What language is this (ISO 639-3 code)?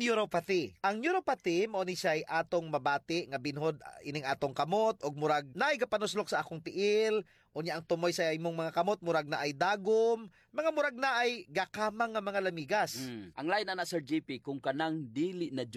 ceb